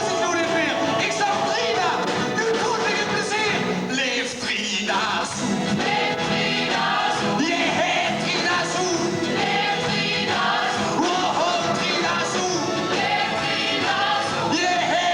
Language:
Limburgish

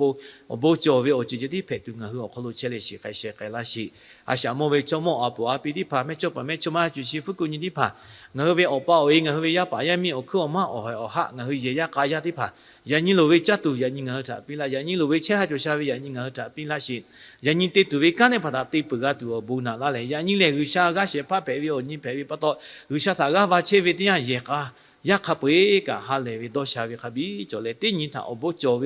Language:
Lahu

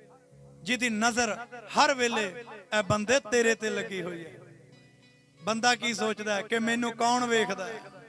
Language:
Punjabi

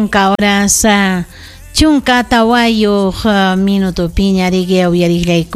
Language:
Ayacucho Quechua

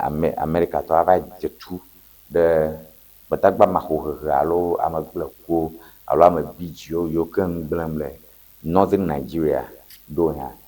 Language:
Ewe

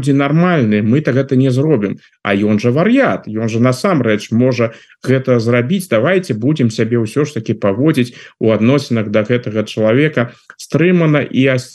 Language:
Belarusian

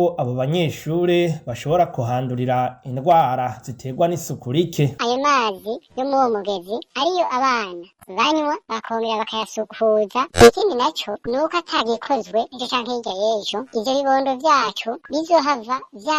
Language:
Rundi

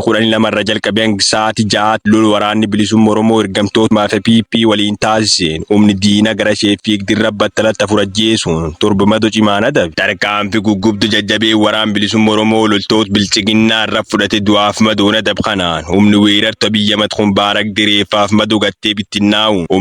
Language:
Oromo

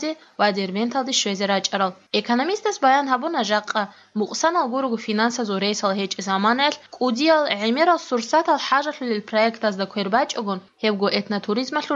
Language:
Avaric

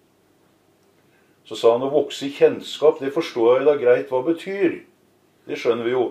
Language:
Norwegian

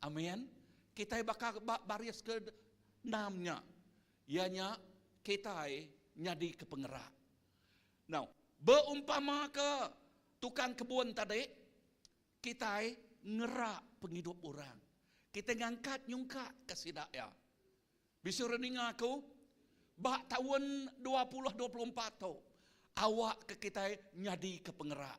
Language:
Iban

